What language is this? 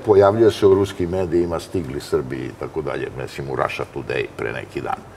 Serbian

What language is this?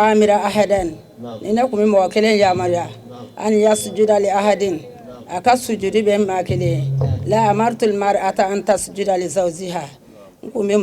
Bambara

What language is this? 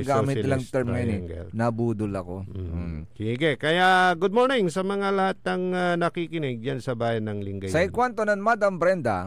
Pangasinan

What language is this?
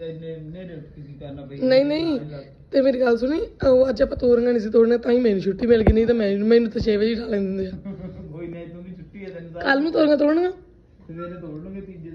Punjabi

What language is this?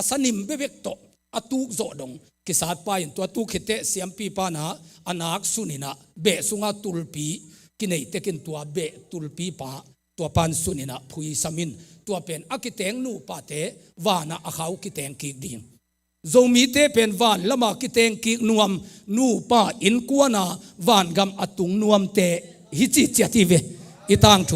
Tedim Chin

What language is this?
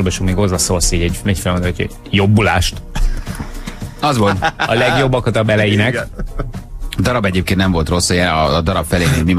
Hungarian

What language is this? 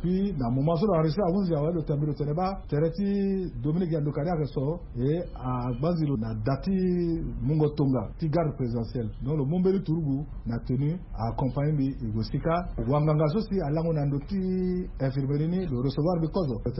Sango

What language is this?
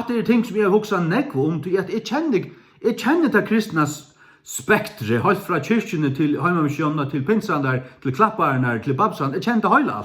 Faroese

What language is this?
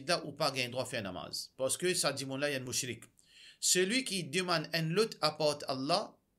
Morisyen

